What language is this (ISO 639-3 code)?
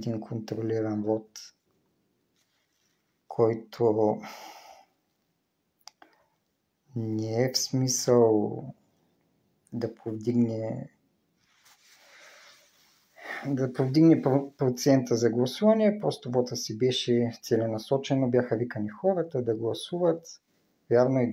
bul